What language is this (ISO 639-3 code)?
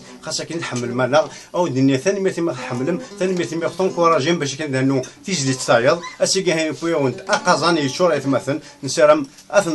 kab